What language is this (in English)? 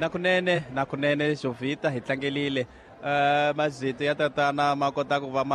Tsonga